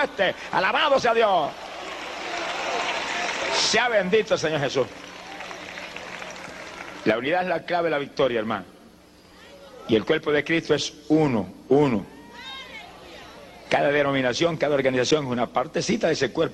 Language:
Spanish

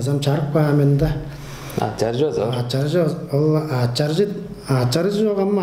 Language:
Tuvinian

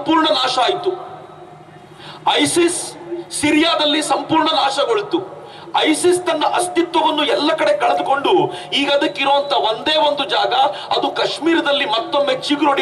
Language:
Kannada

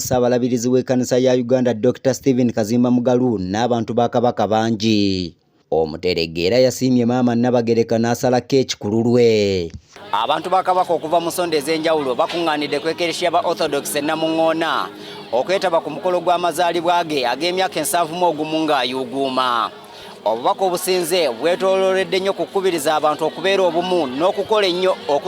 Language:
Ganda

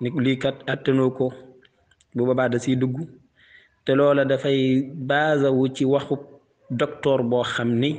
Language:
Wolof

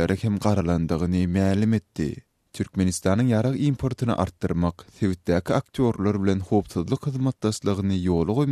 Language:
Turkmen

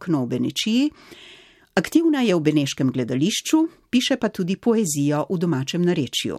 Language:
Slovenian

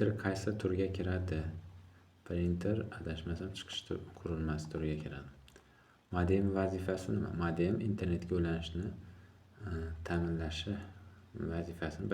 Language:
Uzbek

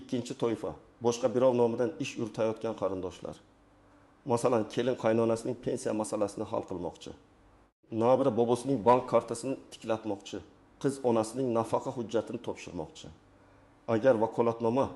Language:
Uzbek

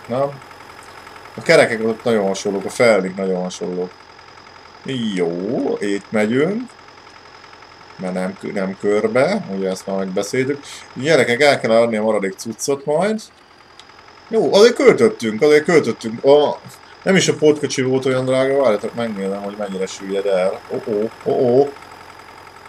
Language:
Hungarian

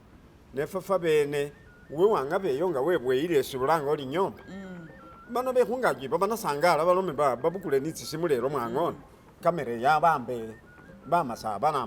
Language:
Masaaba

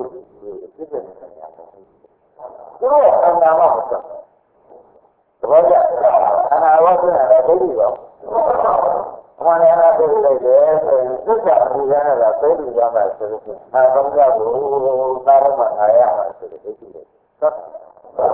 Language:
Burmese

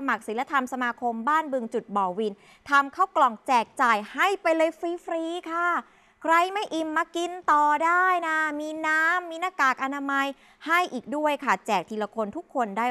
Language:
Thai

